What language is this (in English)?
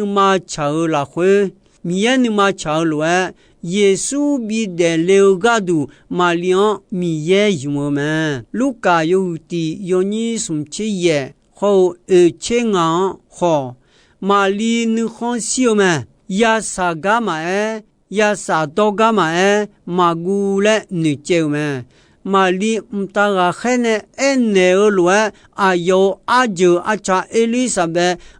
Akha